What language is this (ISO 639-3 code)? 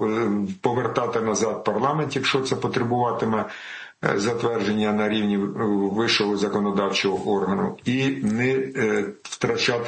ukr